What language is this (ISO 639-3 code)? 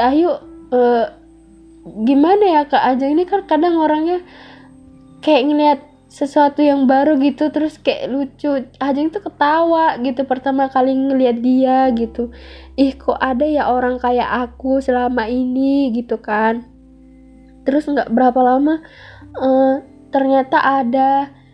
ind